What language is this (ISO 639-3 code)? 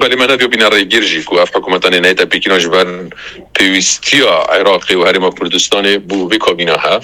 kur